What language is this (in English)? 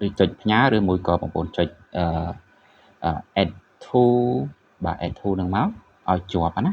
Khmer